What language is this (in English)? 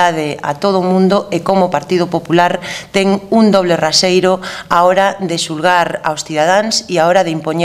Galician